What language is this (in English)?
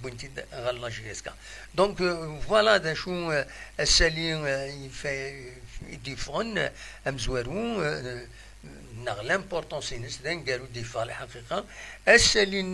Kabyle